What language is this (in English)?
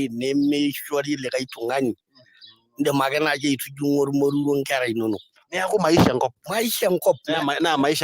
Masai